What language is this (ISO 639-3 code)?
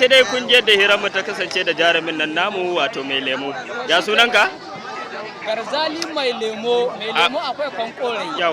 hau